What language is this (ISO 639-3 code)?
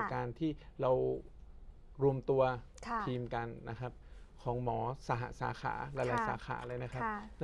tha